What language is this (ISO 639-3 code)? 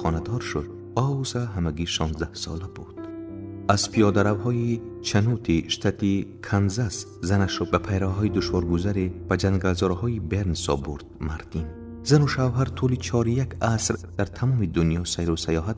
tgk